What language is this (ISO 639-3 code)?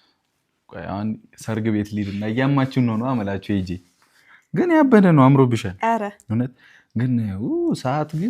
amh